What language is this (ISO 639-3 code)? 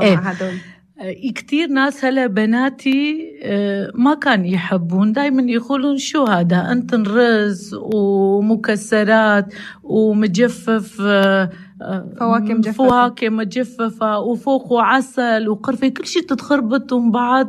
apc